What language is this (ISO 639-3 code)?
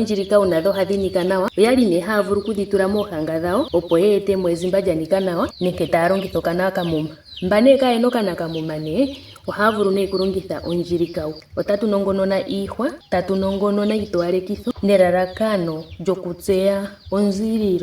ndo